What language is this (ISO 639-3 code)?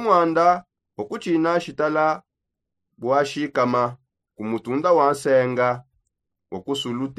sop